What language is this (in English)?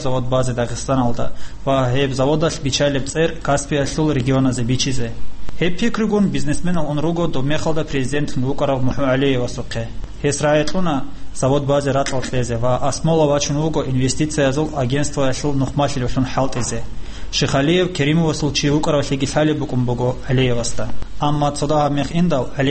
Avaric